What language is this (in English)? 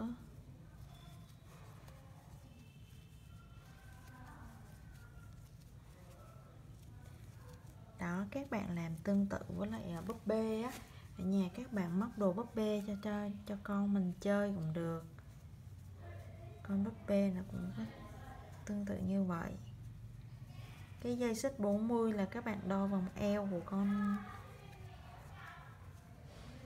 Vietnamese